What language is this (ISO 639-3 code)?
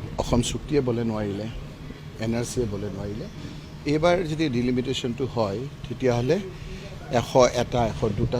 asm